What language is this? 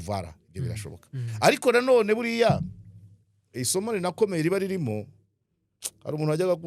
Kinyarwanda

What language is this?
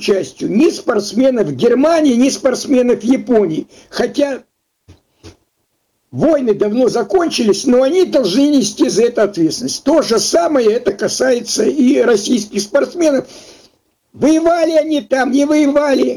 Russian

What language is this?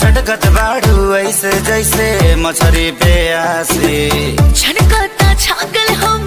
Bhojpuri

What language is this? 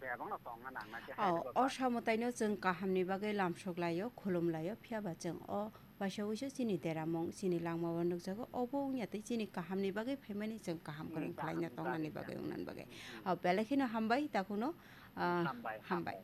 Kok Borok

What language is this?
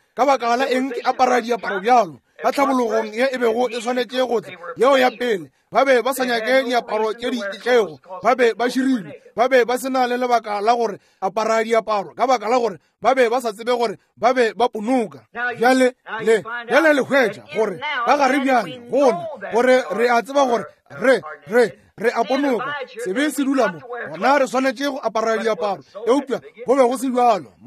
Northern Sotho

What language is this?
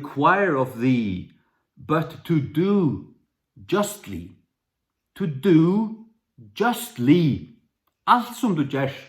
Faroese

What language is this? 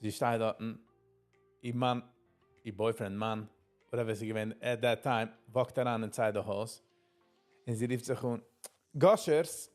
Yiddish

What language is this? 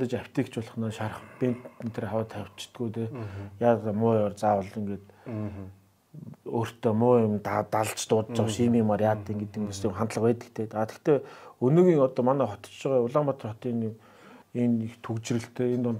Mongolian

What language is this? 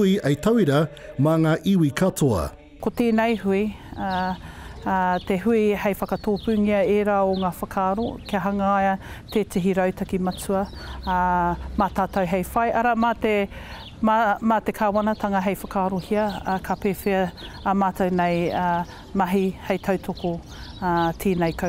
Māori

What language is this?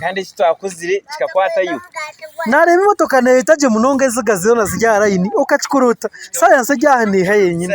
Nyankole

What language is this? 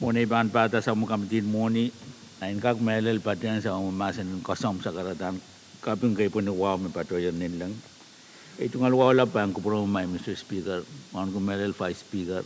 Pohnpeian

